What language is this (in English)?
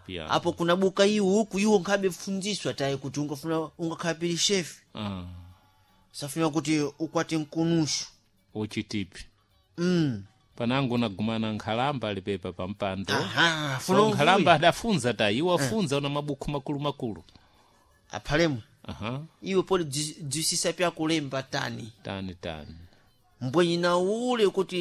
Sena